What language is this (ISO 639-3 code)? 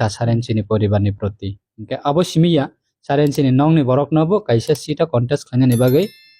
trp